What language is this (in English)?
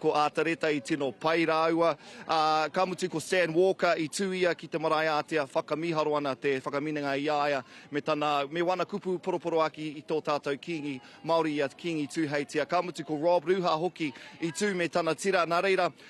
Māori